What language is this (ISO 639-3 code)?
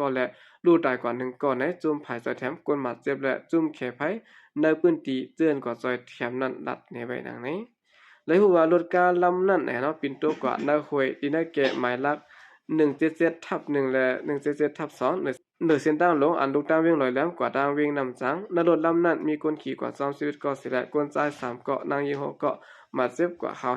shn